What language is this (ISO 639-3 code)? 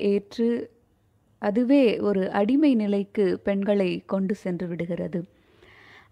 tam